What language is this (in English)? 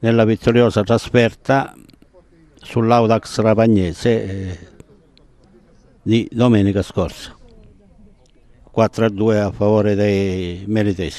Italian